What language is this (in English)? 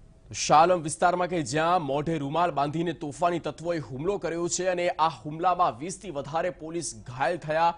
Gujarati